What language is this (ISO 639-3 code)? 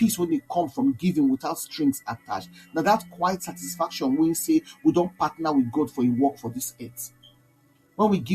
pcm